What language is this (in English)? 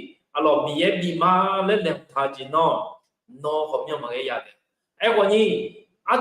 Akha